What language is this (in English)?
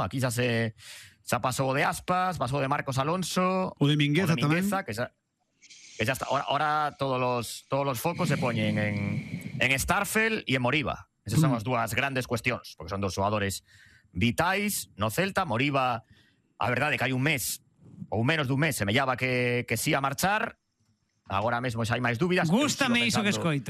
Galician